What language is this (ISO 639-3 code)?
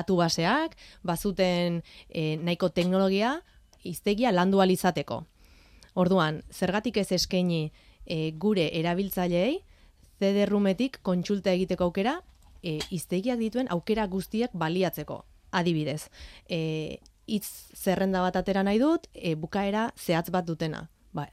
eus